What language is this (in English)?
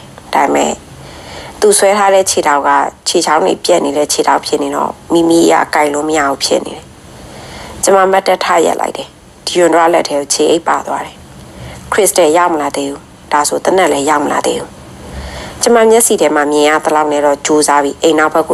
Burmese